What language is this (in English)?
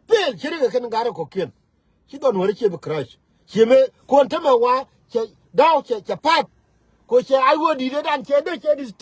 Nuer